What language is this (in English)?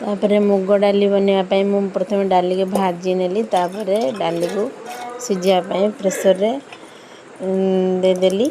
Odia